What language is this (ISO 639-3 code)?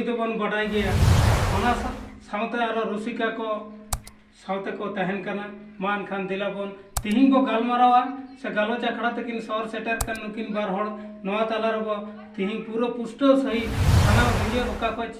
sat